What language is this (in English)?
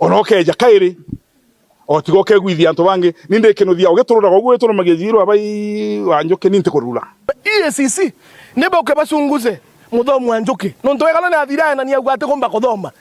Meru